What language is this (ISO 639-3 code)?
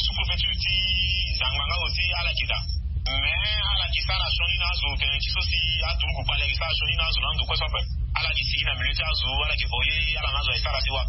sag